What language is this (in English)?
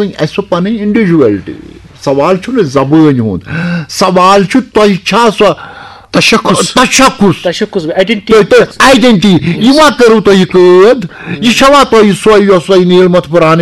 Kashmiri